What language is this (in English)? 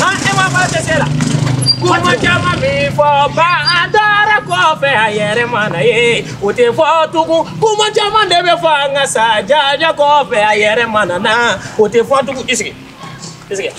Bambara